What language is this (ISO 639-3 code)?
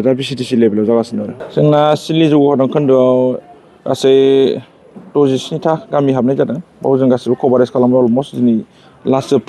brx